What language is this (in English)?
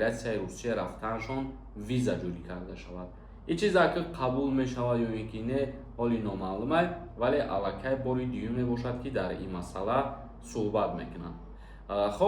Tajik